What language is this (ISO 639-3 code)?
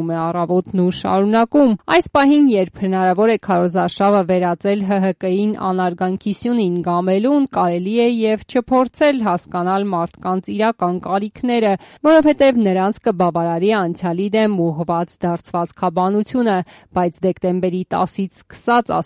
hye